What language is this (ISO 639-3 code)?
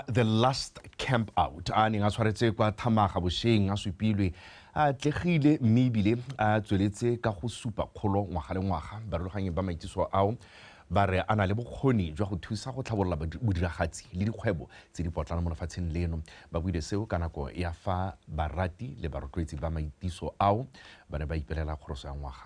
tsn